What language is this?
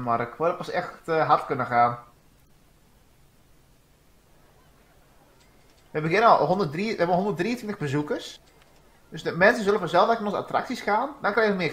Dutch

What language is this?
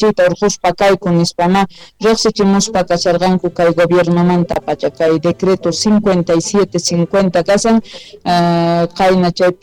South Bolivian Quechua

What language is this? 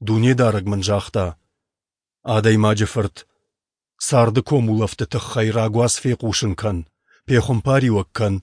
Ossetic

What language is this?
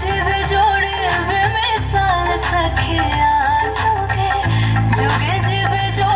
Maithili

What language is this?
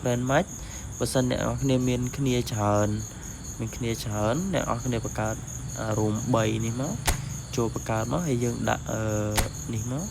Khmer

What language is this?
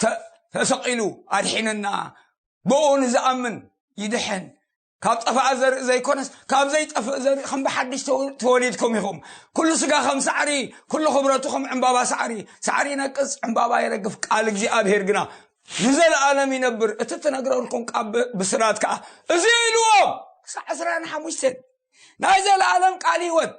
Tigrinya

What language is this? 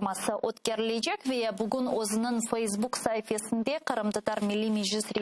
Crimean Tatar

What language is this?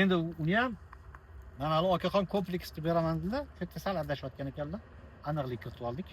Uzbek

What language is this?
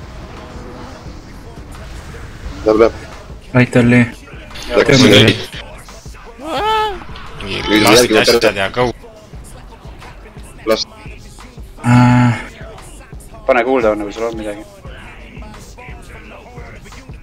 Estonian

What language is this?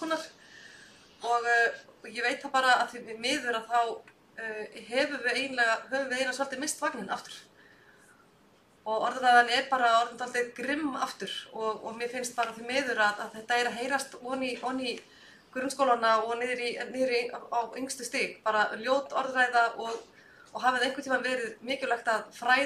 Icelandic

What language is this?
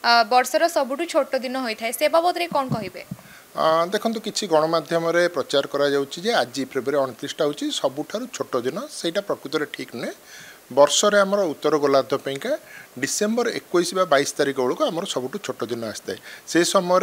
Odia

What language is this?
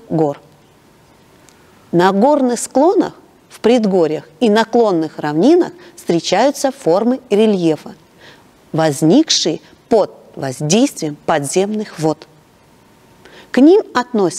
Russian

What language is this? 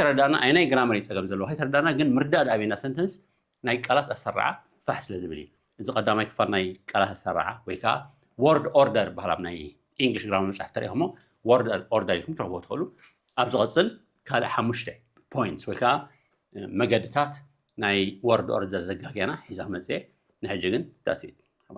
Tigrinya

